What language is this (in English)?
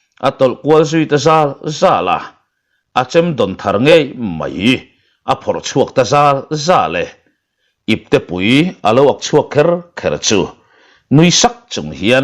Mizo